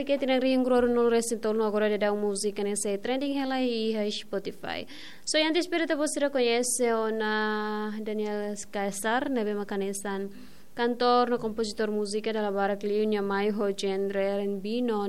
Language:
Tetum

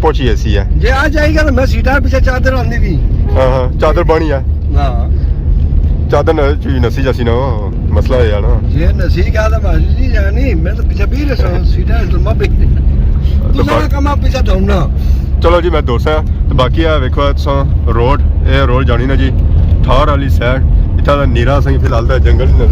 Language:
Pahari-Potwari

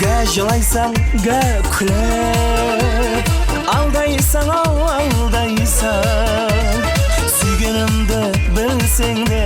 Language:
Kara-Kalpak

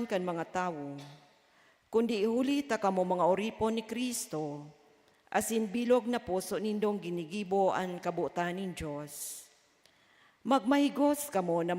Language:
Bikol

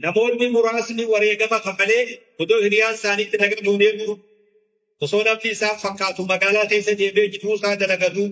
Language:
Oromo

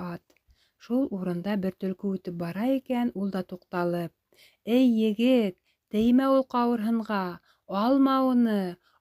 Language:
Bashkir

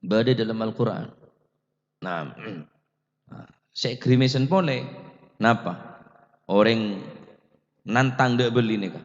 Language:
Madurese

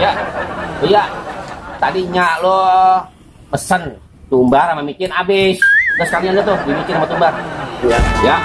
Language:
Betawi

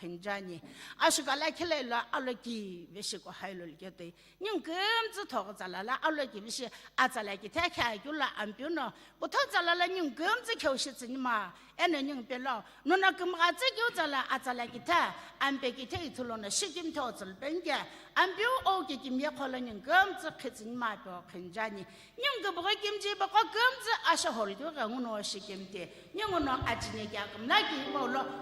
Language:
Sumi Naga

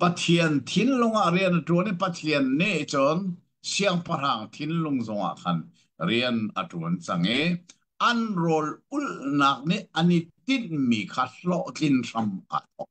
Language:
Hakha Chin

